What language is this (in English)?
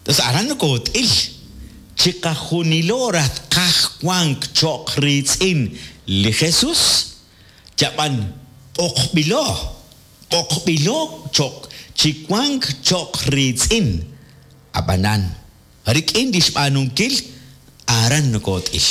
Kekchí